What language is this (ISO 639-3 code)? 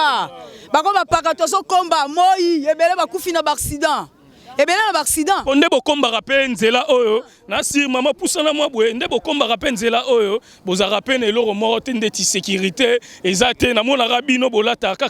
lin